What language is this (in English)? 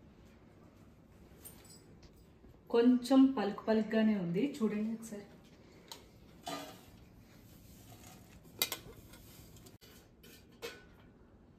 Telugu